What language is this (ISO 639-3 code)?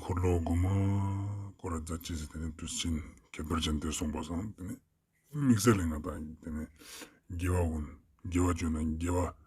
lbj